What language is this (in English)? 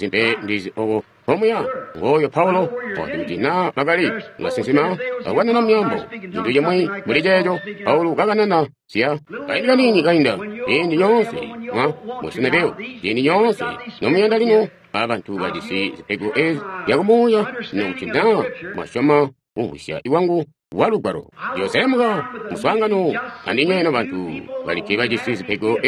Tonga (Zambia)